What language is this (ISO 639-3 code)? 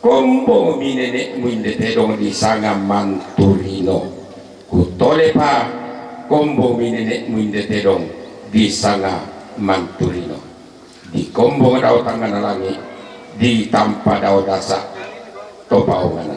sda